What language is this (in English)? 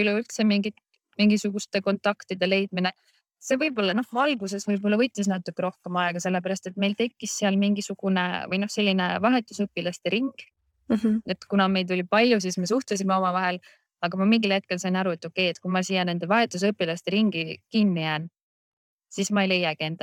Estonian